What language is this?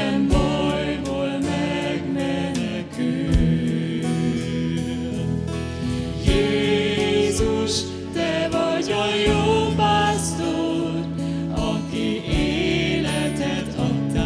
Hungarian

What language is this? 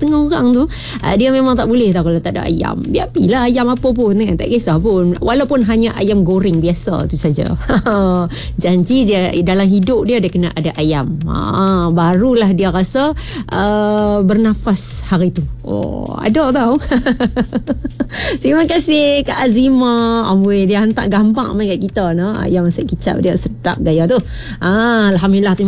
Malay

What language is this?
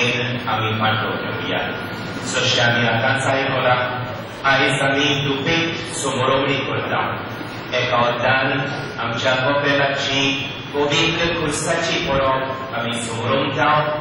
Konkani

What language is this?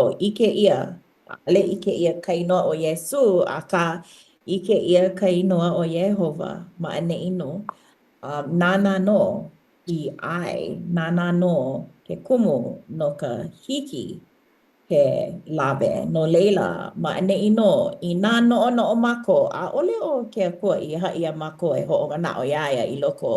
Hawaiian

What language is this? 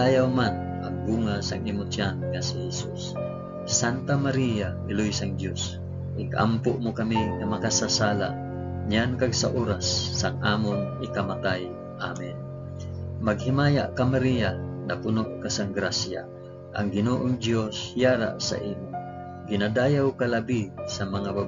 Hiligaynon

